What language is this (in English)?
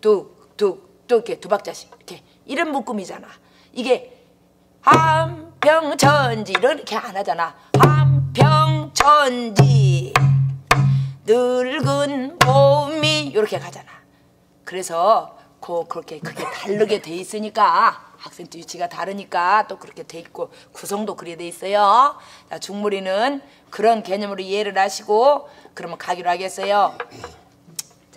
Korean